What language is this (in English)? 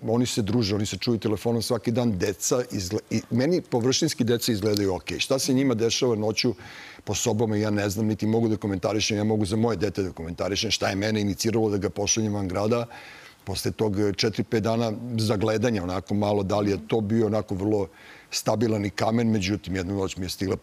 Serbian